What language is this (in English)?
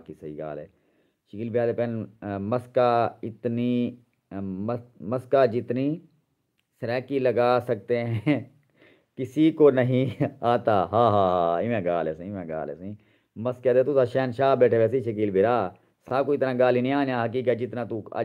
Saraiki